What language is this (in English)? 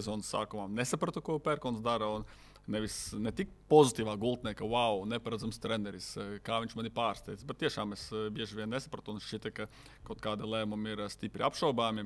Latvian